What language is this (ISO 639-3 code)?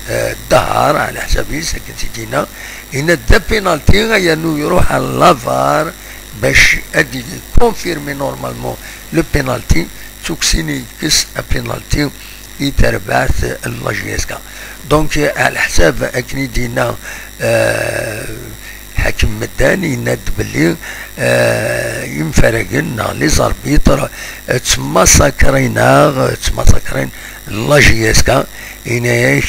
kab